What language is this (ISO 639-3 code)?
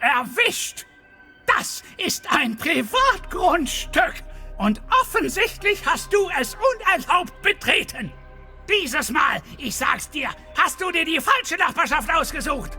bar